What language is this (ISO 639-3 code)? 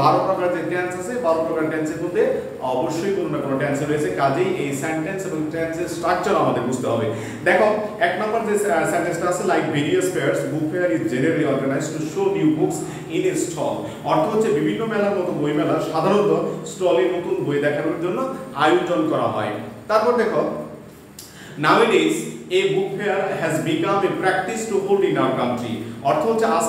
ben